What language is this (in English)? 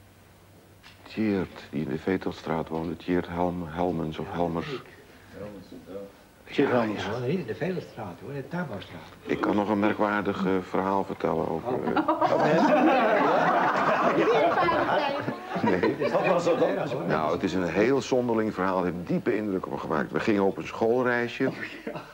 Dutch